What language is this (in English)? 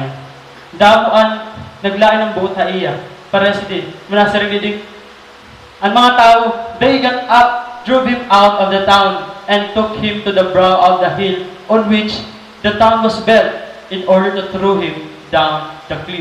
Waray